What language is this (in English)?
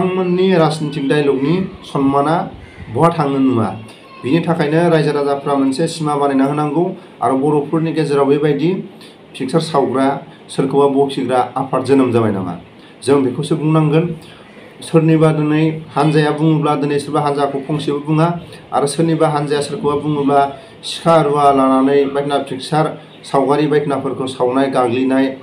Bodo